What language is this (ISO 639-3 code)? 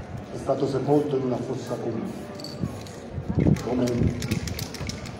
ita